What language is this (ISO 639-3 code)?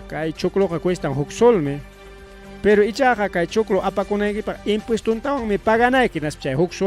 quy